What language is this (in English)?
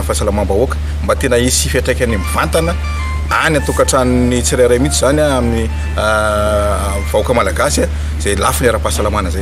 Malagasy